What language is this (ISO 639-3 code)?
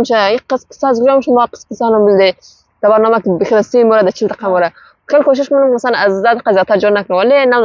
fas